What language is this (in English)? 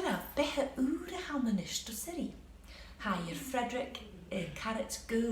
Scottish Gaelic